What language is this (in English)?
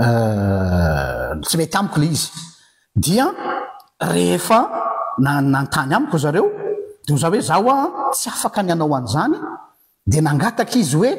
Malagasy